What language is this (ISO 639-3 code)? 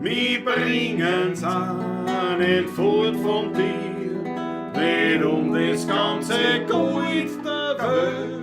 bar